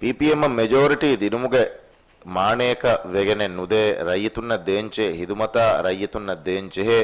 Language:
Divehi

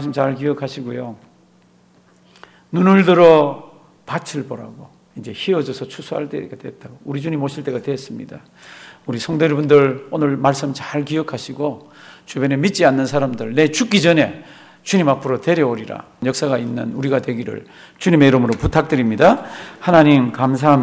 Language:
Korean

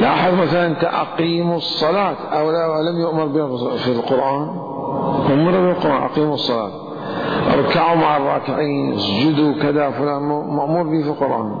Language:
Mesopotamian Arabic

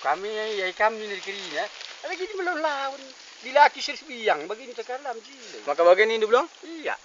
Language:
Batak Karo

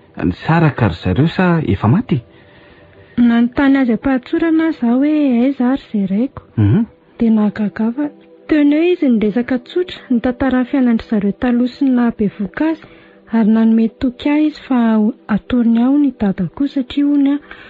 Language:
Malagasy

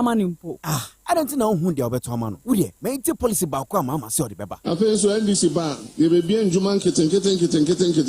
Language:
Akan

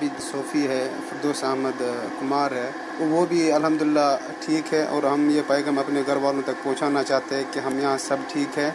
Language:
Urdu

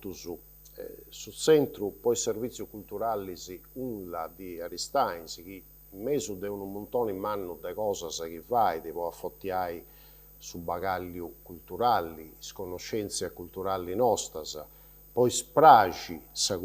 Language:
Sardinian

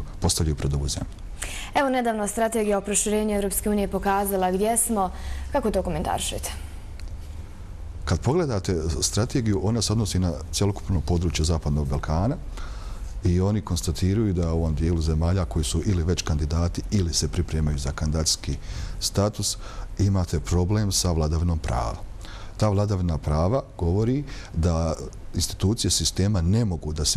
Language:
Bosnian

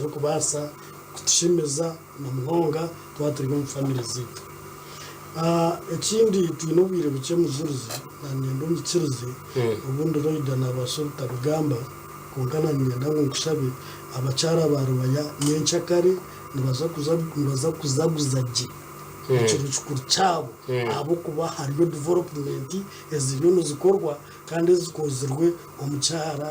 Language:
Nyankole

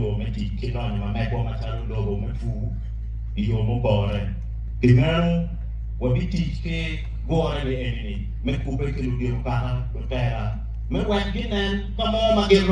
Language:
Acoli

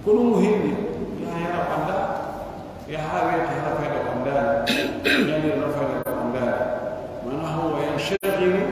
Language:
Pular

